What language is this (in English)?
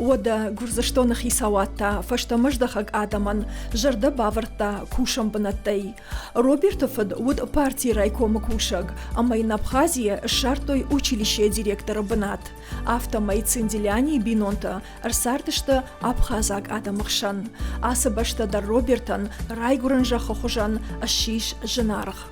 Ossetic